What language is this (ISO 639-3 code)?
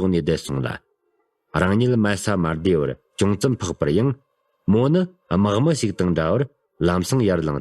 bod